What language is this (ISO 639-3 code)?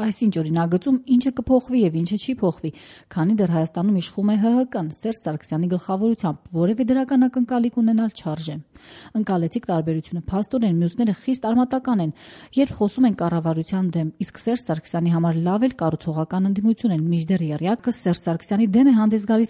hye